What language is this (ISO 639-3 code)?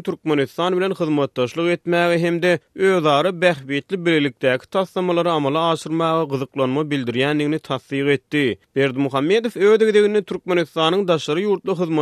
tuk